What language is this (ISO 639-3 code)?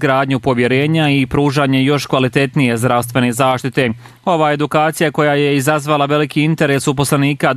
bos